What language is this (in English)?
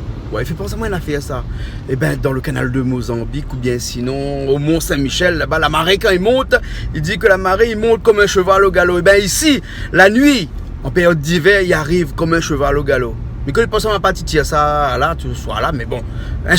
Réunion Creole French